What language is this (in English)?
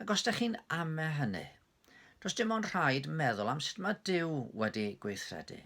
Welsh